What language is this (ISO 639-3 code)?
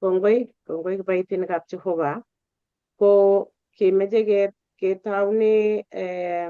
kln